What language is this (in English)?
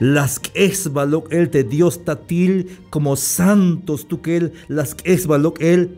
Tzeltal